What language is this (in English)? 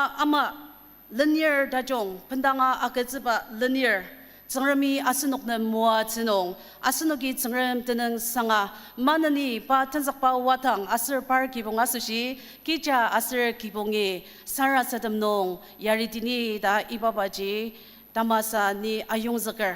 Ao Naga